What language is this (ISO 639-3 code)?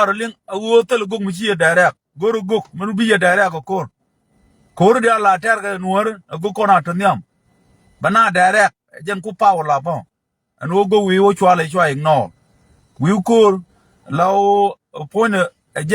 nus